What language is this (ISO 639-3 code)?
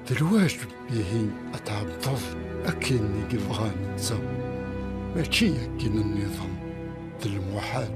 kab